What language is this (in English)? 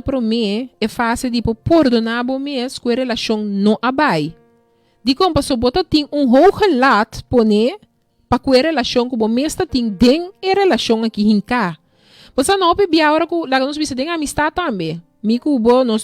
Papiamento